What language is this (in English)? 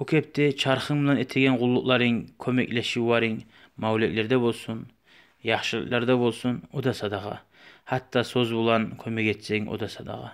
Kumyk